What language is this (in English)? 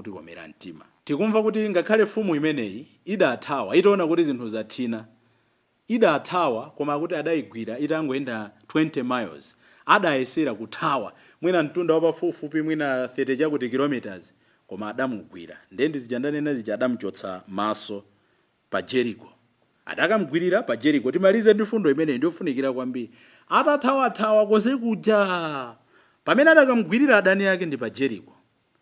Nyanja